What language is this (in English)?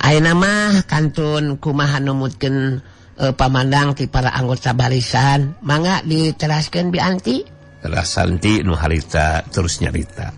Sundanese